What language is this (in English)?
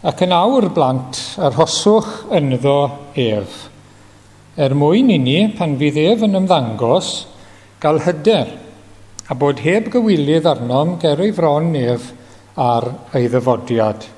Welsh